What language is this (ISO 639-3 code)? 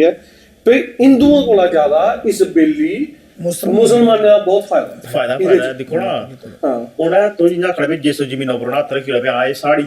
doi